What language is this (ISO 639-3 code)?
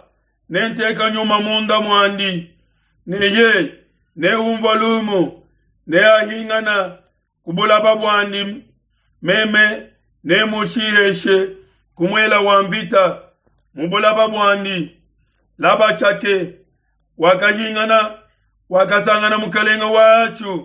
lua